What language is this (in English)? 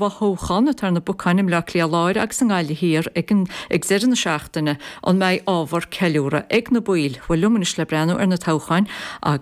Irish